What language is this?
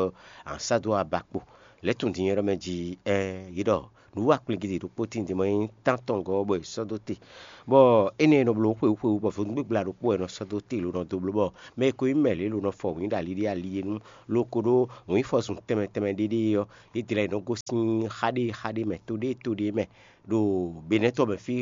Fon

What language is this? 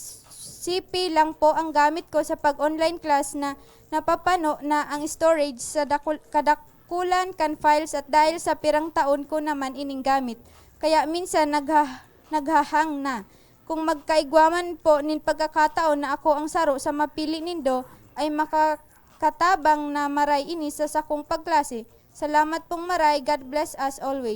Bikol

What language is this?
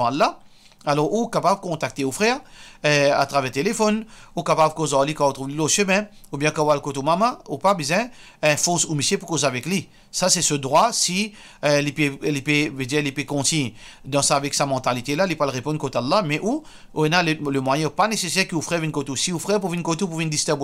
Morisyen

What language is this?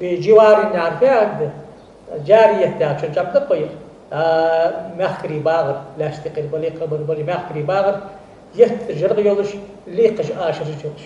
Ingush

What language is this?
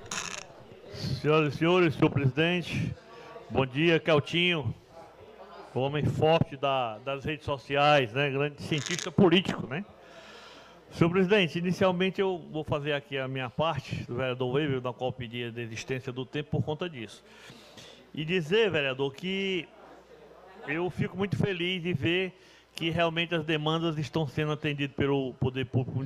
Portuguese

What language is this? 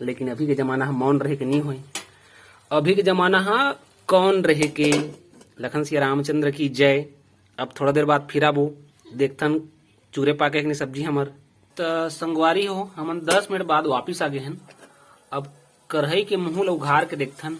Chhattisgarhi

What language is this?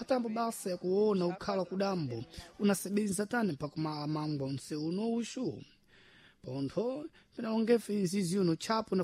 Sena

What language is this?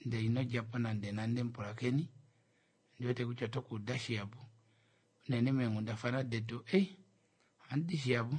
Kuanyama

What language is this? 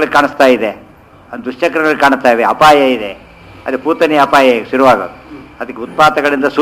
Kannada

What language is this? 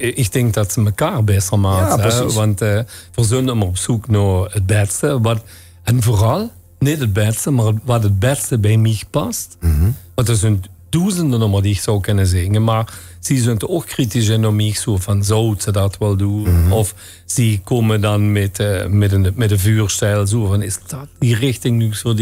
Limburgish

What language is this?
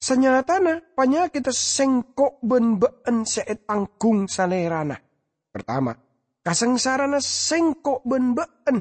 Madurese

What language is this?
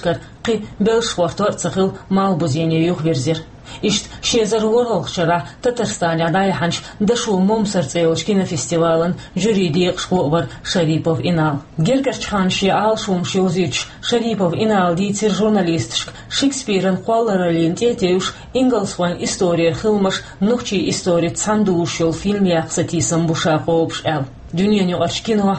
Chechen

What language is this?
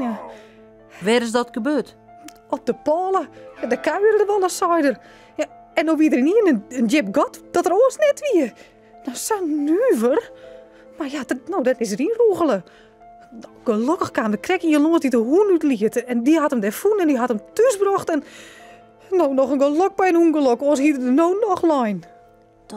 Western Frisian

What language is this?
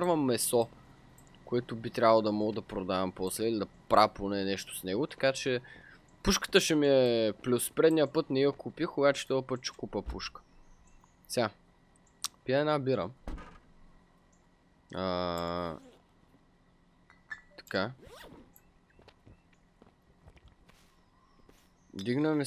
Bulgarian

